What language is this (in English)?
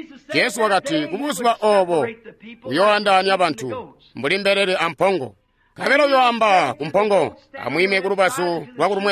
Tonga (Zambia)